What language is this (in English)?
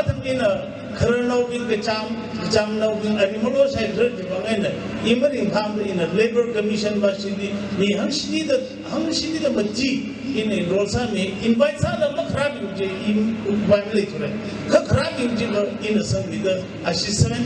Tangkhul Naga (India)